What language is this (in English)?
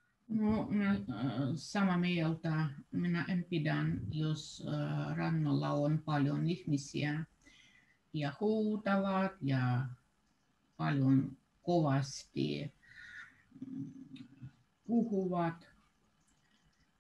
Finnish